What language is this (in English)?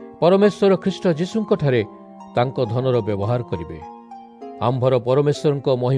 Odia